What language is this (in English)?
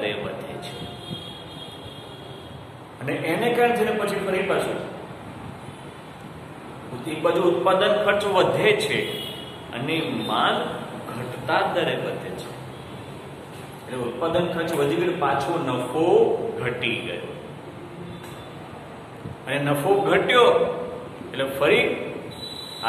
Gujarati